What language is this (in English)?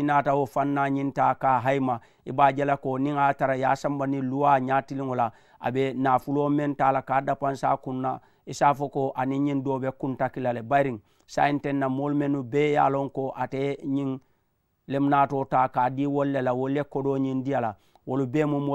Mandingo